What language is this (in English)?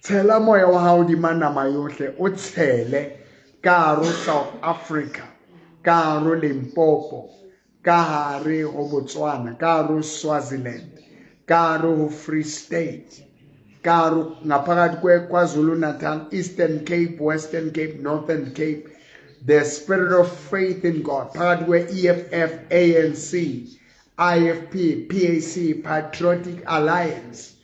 Southern Sotho